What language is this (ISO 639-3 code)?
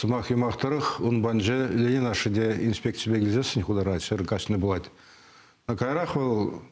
chv